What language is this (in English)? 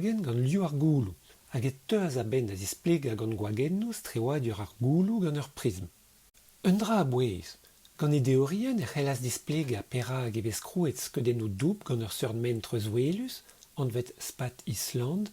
Breton